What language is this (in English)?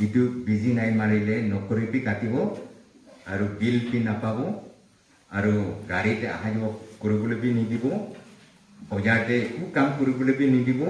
Naga Pidgin